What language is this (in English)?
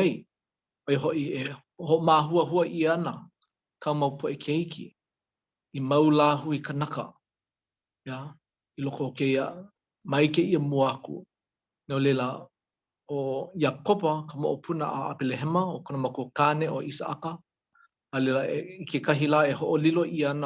Hawaiian